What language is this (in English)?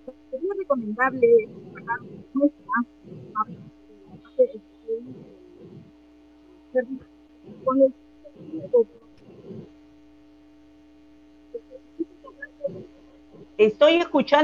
Spanish